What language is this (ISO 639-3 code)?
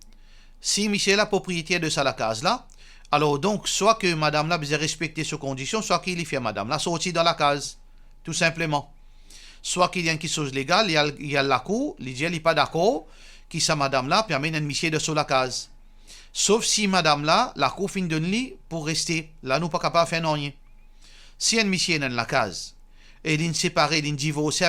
mfe